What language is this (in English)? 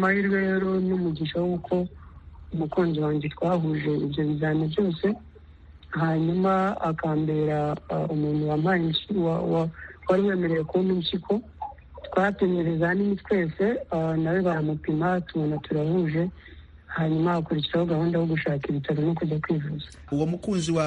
Kinyarwanda